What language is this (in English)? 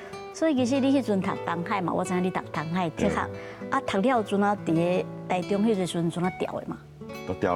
Min Nan Chinese